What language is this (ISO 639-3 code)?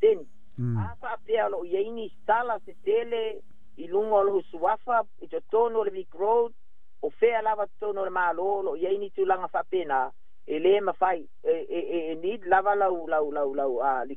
smo